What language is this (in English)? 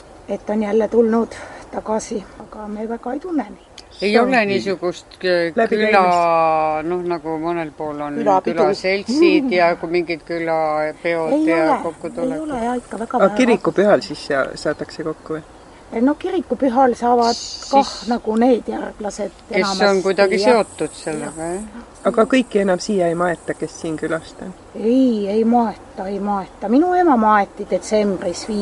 Estonian